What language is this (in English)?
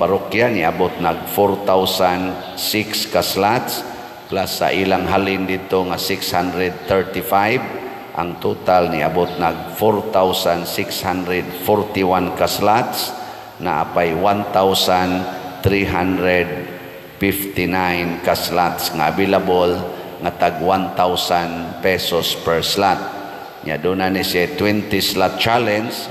Cebuano